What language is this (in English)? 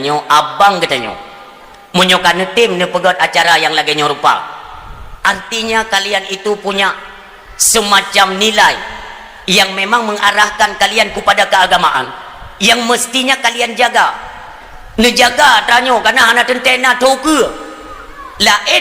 Achinese